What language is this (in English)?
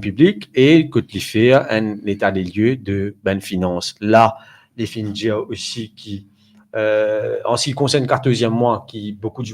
Morisyen